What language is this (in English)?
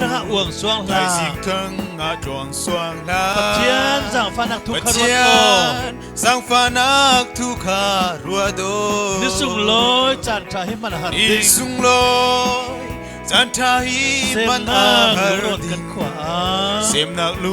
Falam Chin